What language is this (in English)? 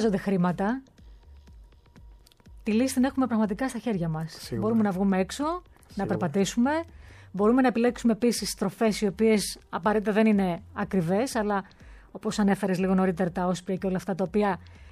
Greek